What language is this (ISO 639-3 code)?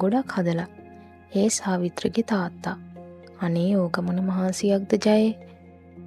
sin